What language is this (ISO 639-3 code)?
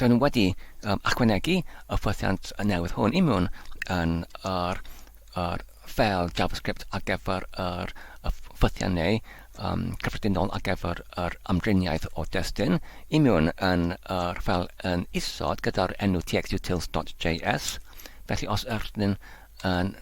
cym